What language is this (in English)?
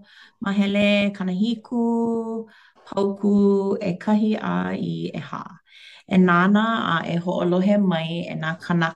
Hawaiian